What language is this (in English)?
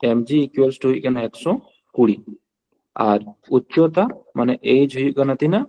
Santali